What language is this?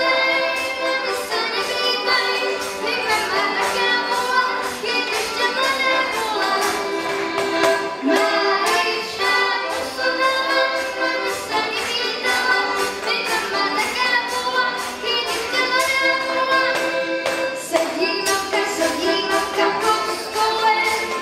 Czech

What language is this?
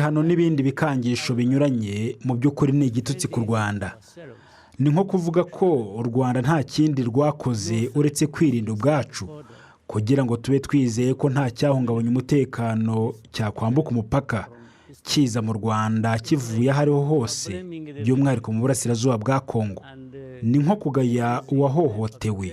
Kinyarwanda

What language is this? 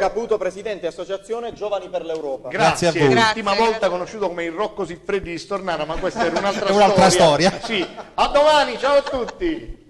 Italian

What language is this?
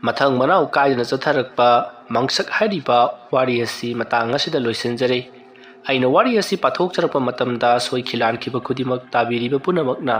Manipuri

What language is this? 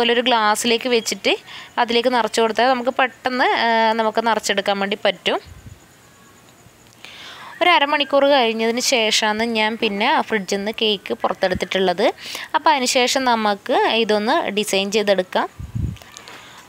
Malayalam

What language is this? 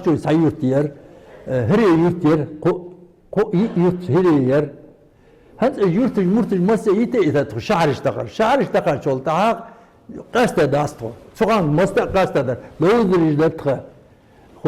Ingush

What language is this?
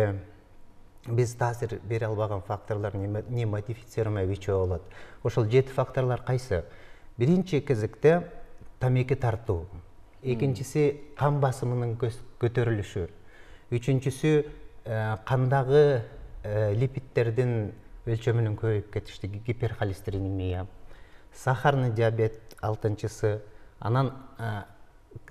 Kyrgyz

